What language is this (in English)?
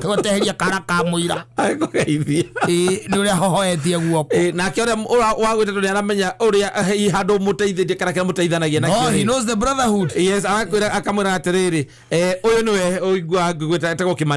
Kikuyu